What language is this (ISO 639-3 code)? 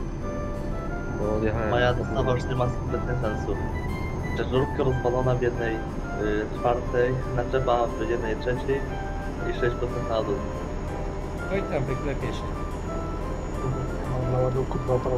pol